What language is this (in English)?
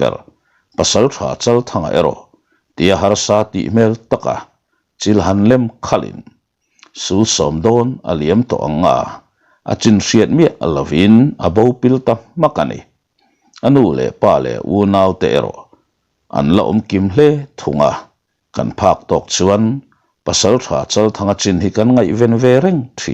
Mizo